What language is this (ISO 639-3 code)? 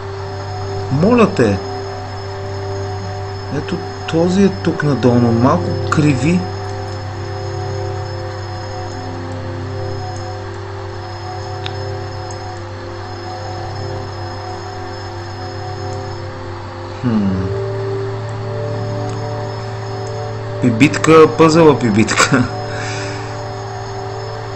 bul